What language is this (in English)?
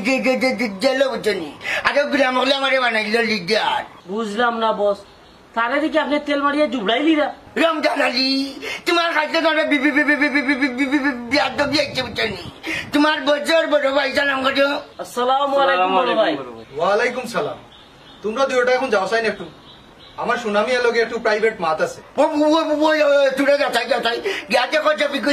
Sylheti